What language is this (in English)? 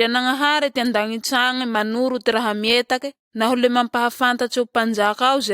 Malagasy